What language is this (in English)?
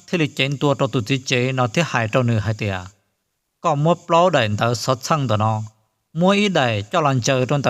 Hmong